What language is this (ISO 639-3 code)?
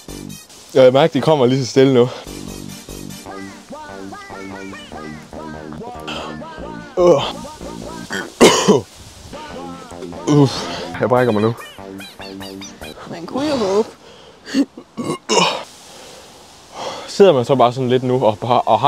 dan